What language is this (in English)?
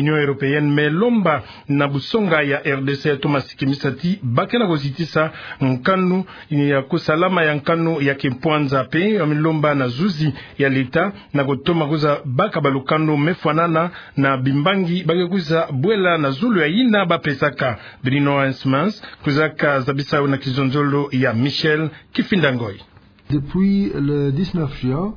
Kituba (Democratic Republic of Congo)